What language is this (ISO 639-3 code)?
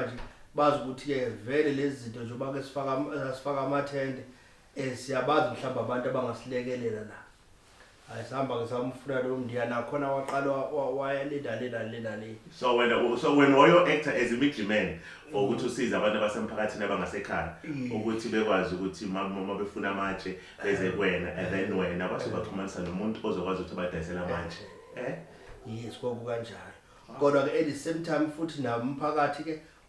zul